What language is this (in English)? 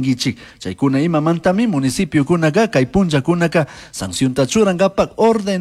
Chimborazo Highland Quichua